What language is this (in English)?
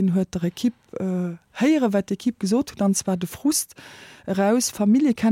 Luxembourgish